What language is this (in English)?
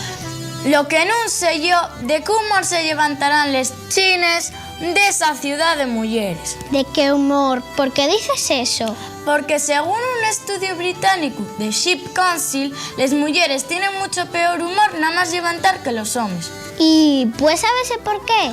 Asturian